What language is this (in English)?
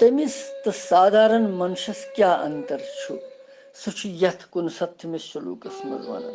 Kashmiri